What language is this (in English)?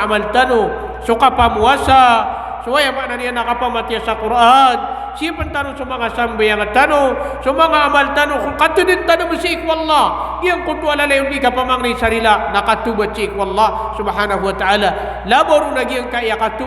Maranao